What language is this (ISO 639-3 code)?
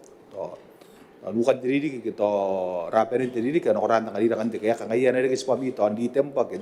gil